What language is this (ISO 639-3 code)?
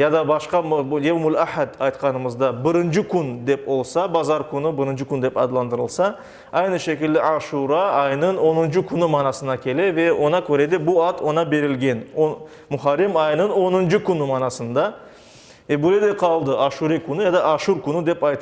crh